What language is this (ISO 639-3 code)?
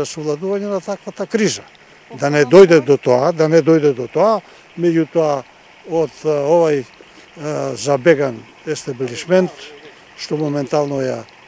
mkd